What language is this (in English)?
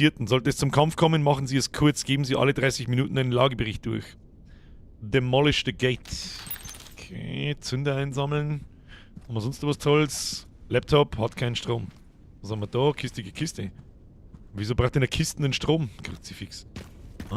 Bavarian